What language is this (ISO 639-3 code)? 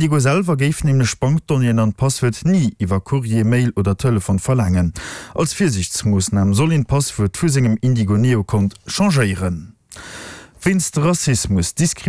ltz